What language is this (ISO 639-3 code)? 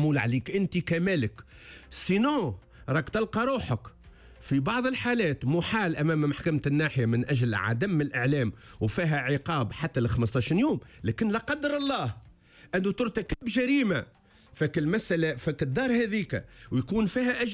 aeb